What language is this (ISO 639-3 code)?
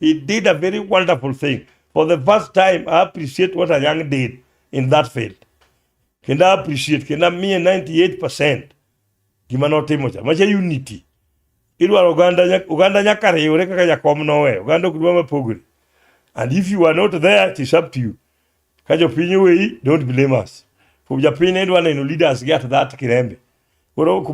luo